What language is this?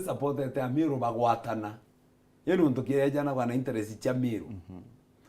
Meru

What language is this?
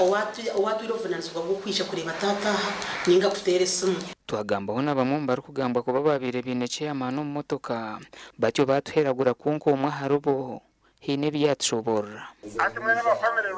Nyankole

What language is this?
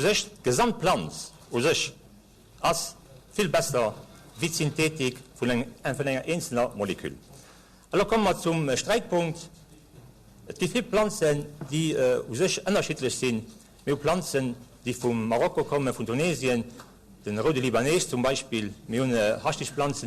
Luxembourgish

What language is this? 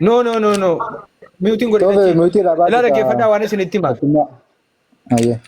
Oromo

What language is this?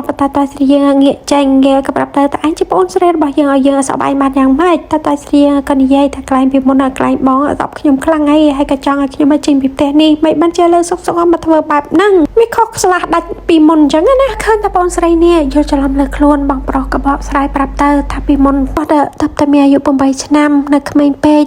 Khmer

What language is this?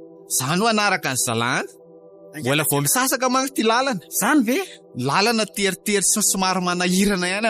Malagasy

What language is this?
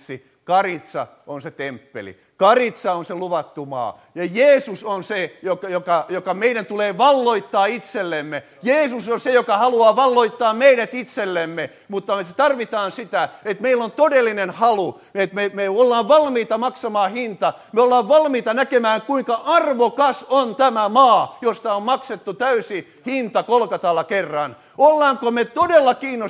Finnish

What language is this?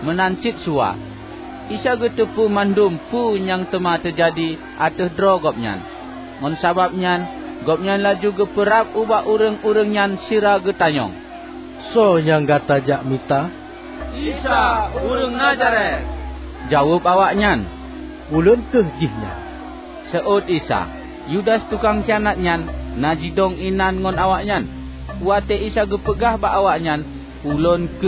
Achinese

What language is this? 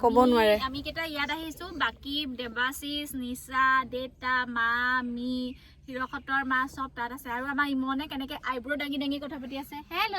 Assamese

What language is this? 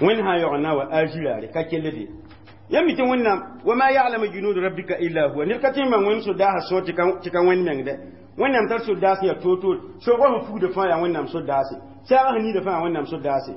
Mossi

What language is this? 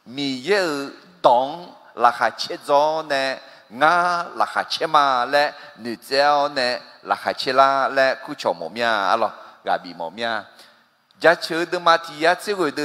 Akha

